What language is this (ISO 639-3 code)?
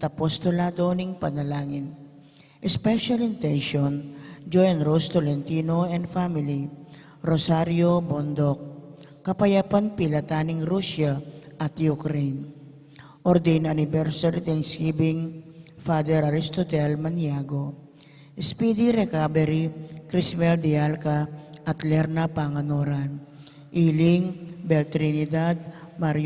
pam